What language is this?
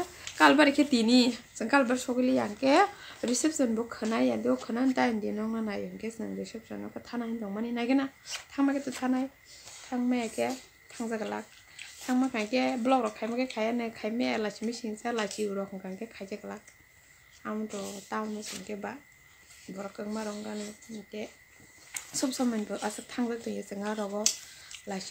Kok Borok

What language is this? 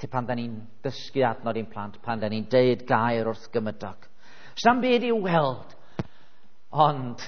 Welsh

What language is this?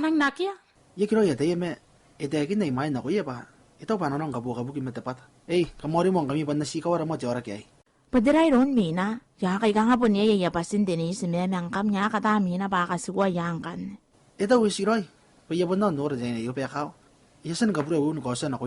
Gilbertese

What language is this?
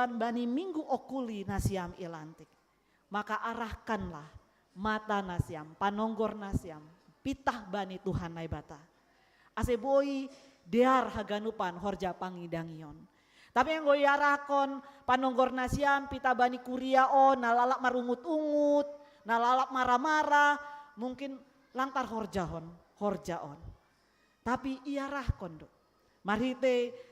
Batak Simalungun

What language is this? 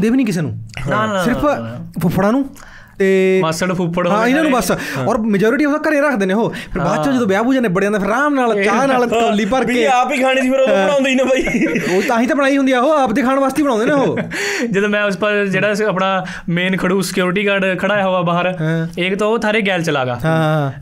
Punjabi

